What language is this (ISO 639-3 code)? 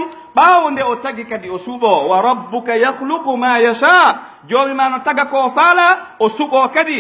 fuf